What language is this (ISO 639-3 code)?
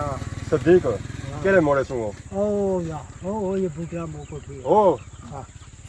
phr